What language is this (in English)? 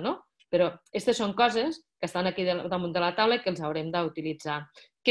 Catalan